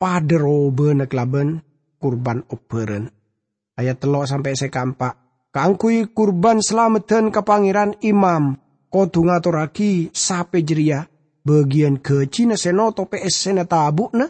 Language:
Madurese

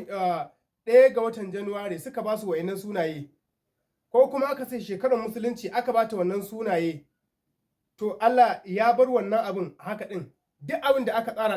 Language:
Hausa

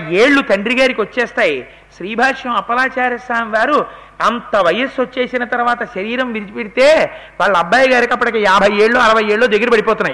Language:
Telugu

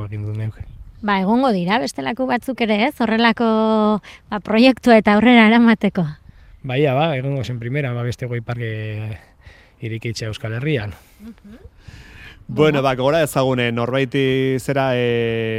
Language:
Basque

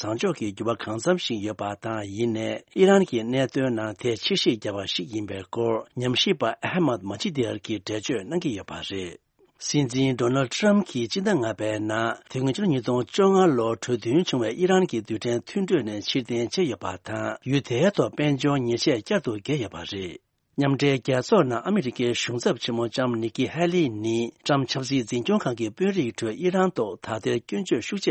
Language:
Tibetan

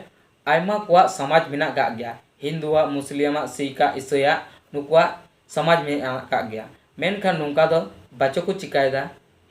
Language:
Santali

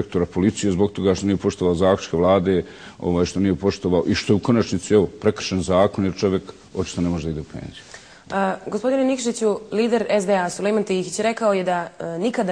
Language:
Bosnian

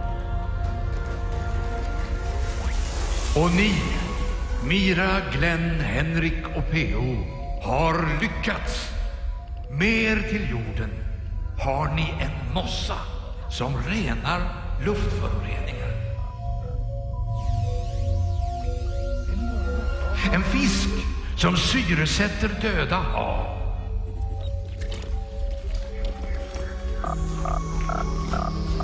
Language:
Swedish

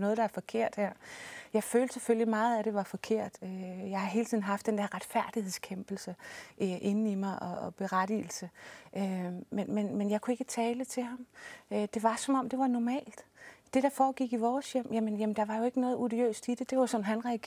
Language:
Danish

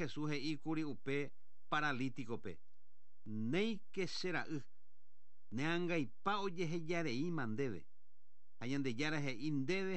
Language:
Guarani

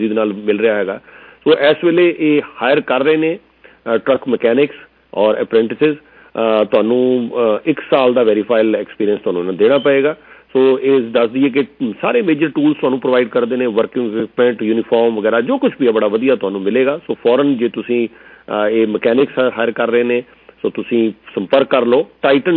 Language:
Punjabi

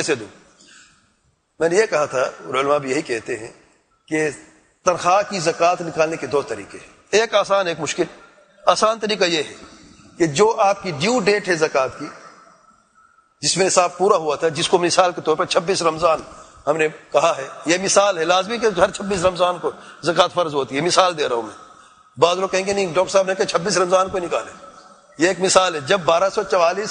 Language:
Urdu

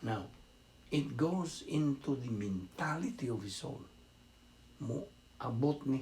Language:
Cebuano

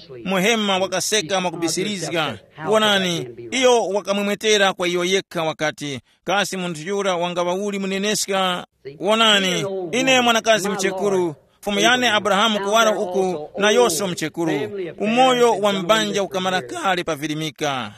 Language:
Tumbuka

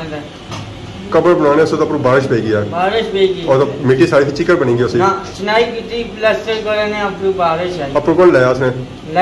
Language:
Pahari-Potwari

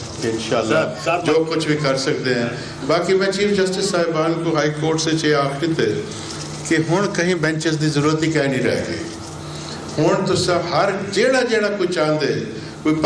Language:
Saraiki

